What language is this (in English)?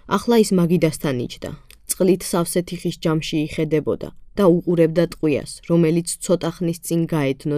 Georgian